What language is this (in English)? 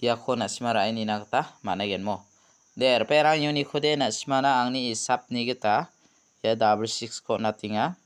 Garo